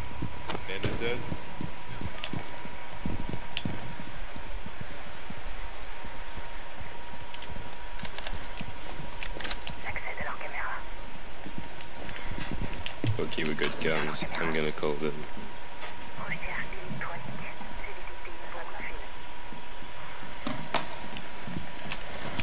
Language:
French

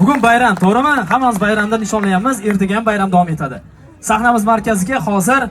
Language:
Uzbek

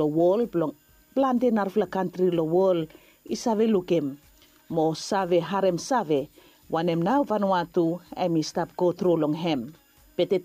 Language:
Bislama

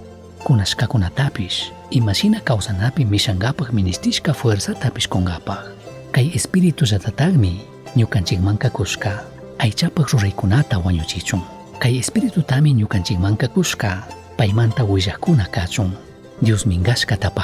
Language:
Chimborazo Highland Quichua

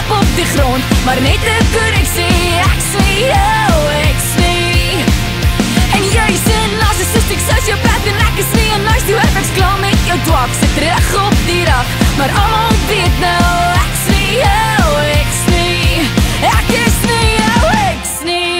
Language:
Afrikaans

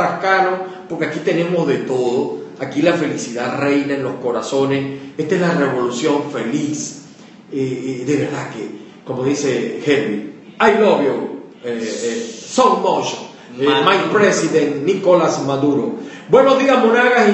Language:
Spanish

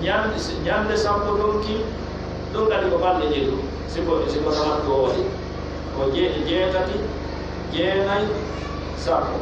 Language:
Pular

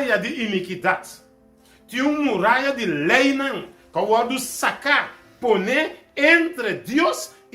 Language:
Papiamento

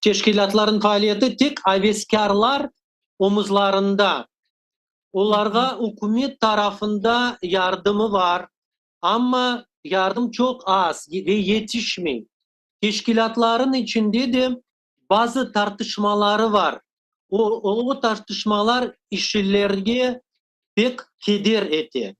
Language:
Crimean Tatar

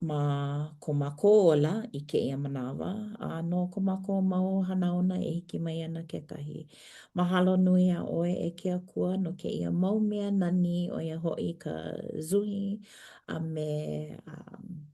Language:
Hawaiian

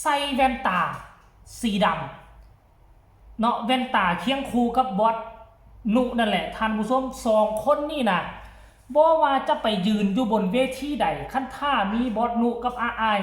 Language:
Northeastern Thai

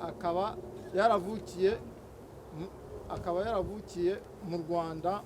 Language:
Kinyarwanda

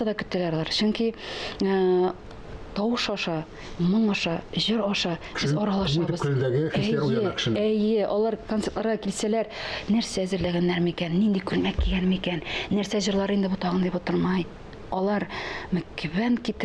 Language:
Tatar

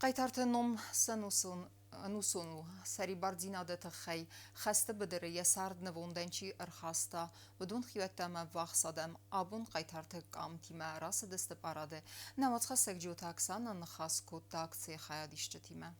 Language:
Ossetic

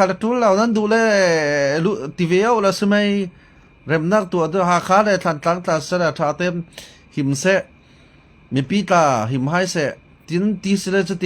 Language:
Falam Chin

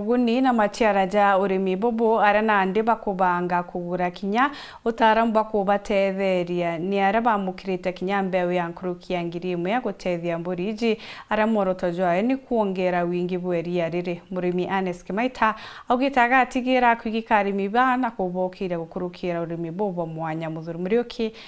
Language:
Meru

